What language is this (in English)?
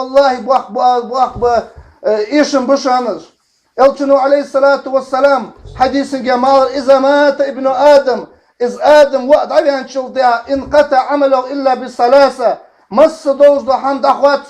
Ingush